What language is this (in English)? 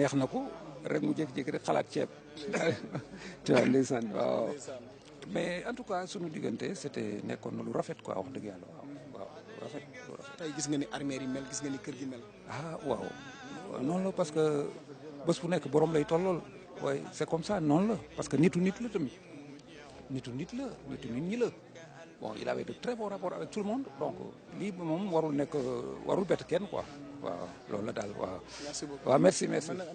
Wolof